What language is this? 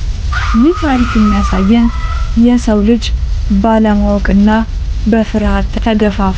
Amharic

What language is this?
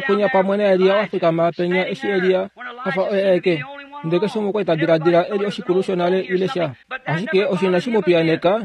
Kuanyama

